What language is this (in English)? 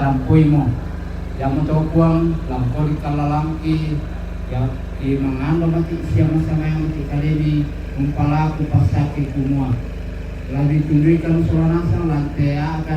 Toraja-Sa'dan